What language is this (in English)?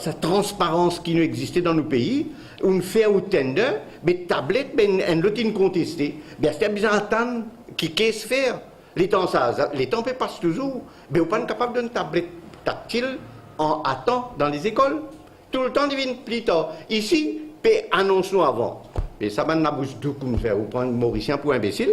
Morisyen